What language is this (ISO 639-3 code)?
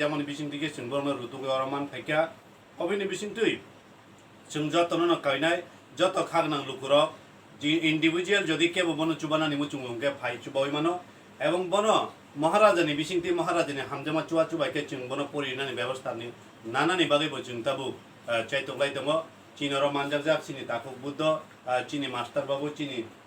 trp